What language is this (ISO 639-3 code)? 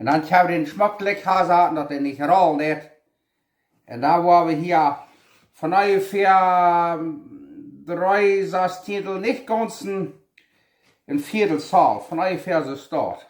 pdt